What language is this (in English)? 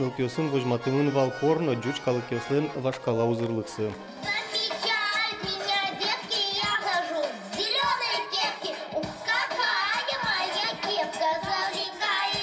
Udmurt